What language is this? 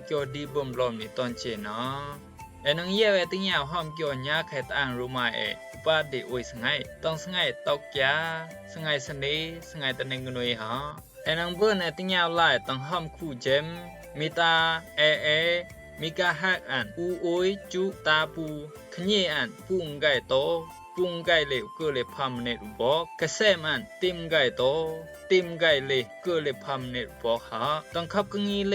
Rumai Palaung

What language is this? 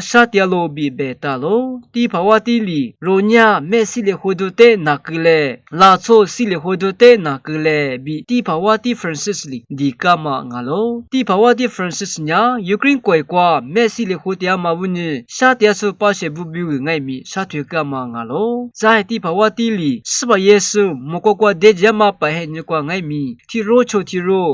Lisu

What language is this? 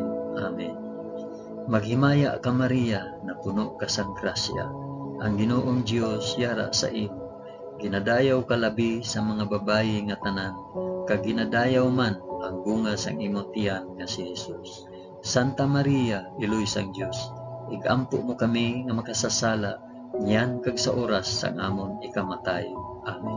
Hiligaynon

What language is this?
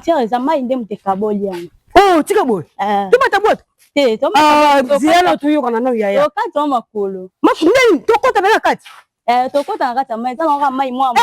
Lingala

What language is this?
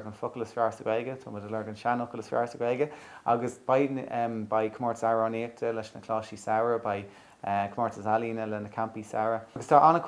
Irish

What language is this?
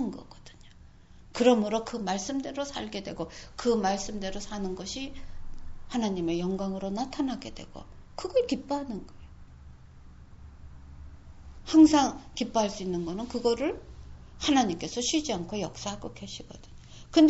Korean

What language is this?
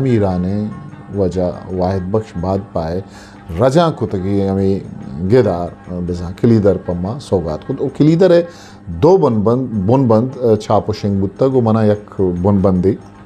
Eastern Balochi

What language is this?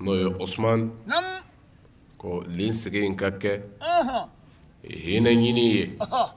Bambara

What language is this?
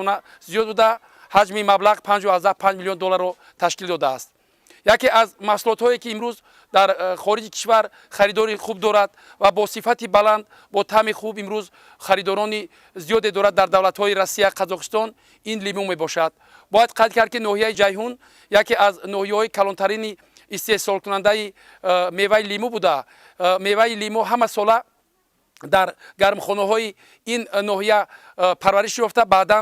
Tajik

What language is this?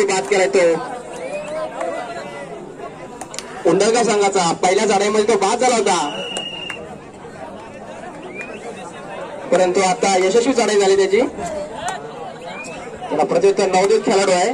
Marathi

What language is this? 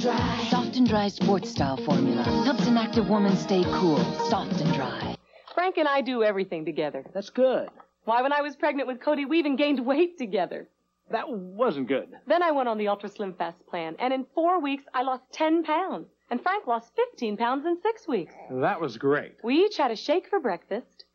English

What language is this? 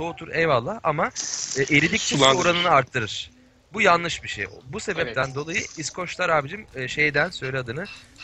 Turkish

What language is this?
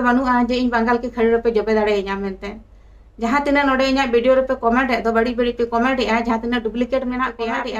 Santali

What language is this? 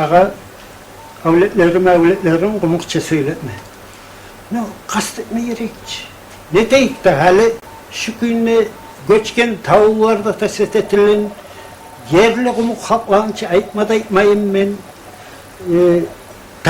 Kumyk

